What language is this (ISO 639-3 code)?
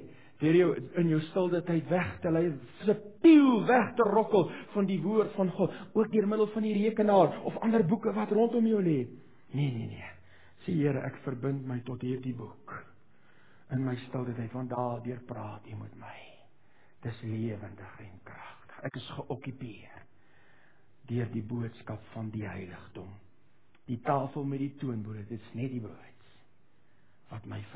afr